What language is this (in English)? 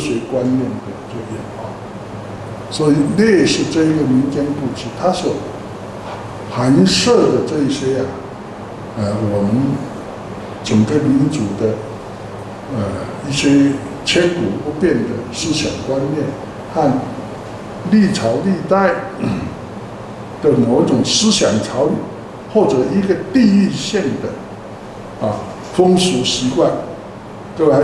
Chinese